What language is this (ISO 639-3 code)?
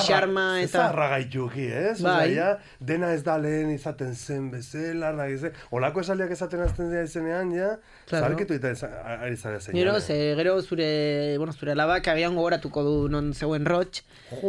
eus